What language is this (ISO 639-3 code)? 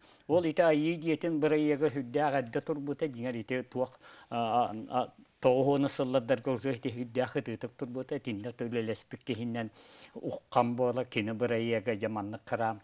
sah